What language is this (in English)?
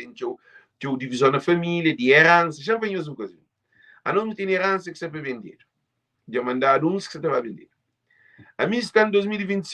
Kabuverdianu